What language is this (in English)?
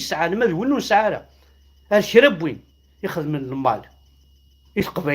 Kabyle